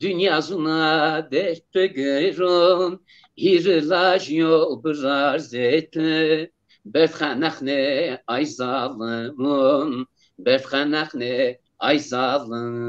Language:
Zaza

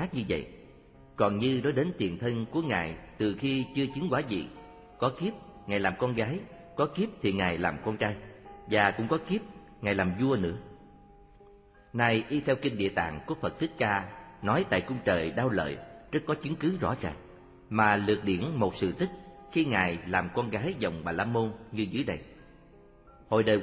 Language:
Vietnamese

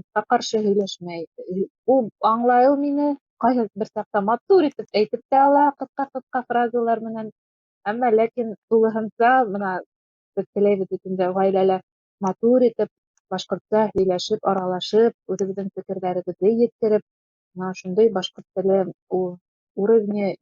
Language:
Bashkir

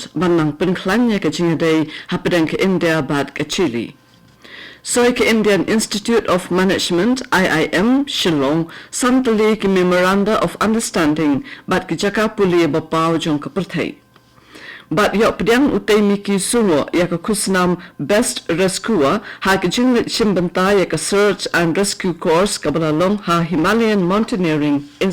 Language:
Khasi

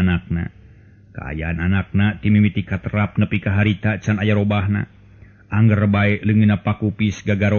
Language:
Sundanese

